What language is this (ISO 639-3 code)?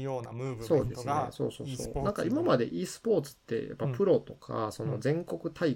jpn